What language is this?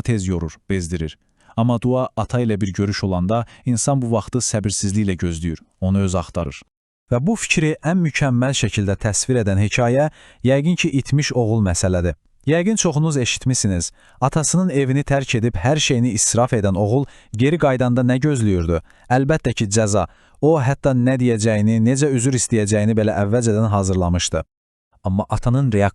Azerbaijani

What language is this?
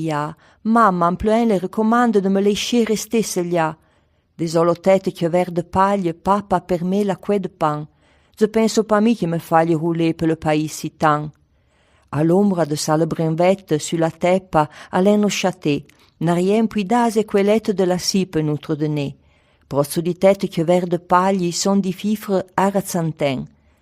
Arpitan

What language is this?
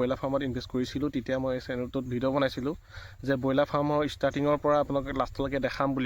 Assamese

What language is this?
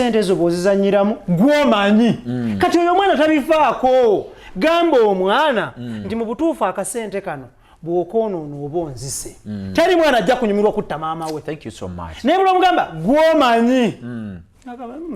Ganda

